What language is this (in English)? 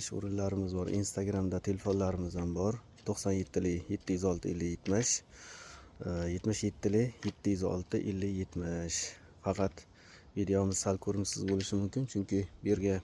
Uzbek